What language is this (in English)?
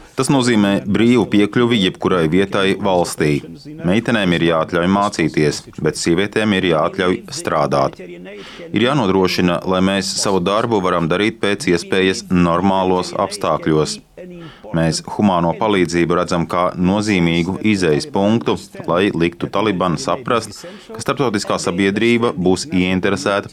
Latvian